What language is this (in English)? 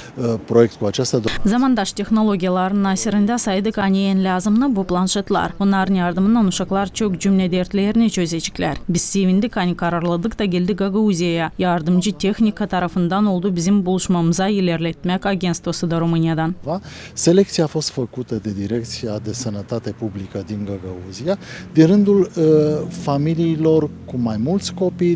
Gagauz